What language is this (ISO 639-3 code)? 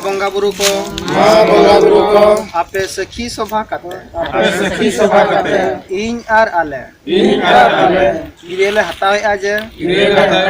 sat